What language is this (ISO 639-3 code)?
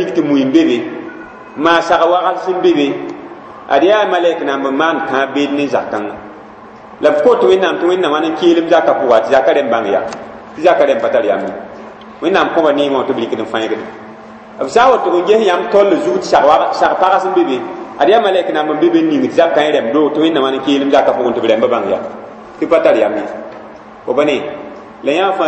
mos